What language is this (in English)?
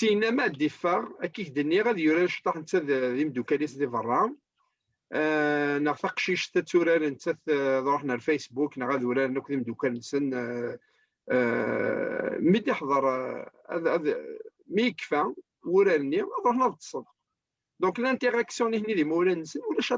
Kabyle